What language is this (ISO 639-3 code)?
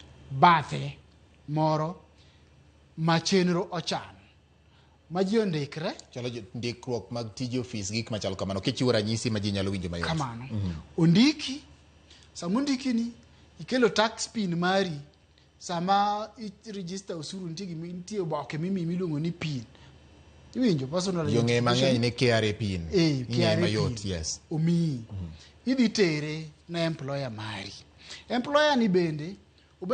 luo